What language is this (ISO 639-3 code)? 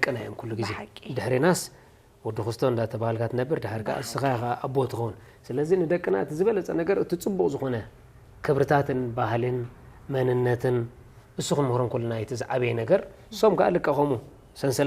tir